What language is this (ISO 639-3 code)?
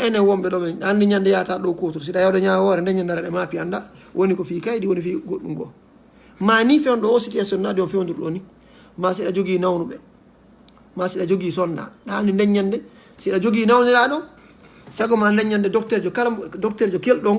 ful